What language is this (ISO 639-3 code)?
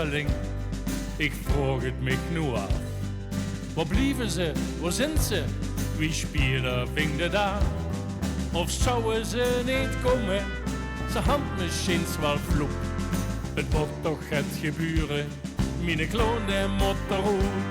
lim